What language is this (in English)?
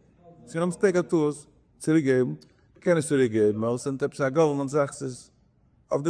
Yiddish